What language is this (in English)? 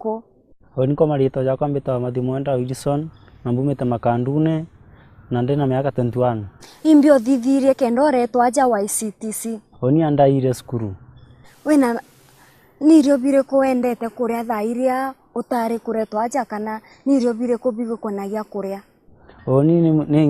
Meru